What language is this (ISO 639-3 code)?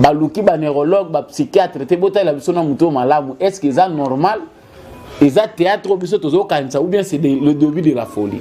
lin